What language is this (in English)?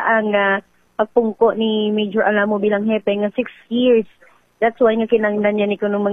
Hiligaynon